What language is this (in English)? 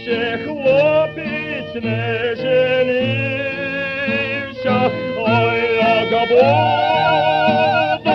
Ukrainian